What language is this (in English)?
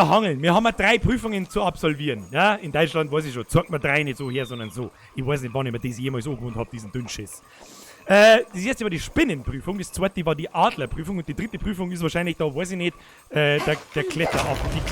Bavarian